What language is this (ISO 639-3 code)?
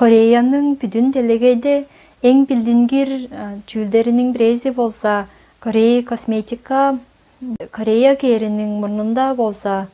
tyv